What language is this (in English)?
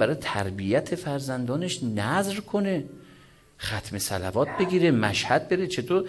Persian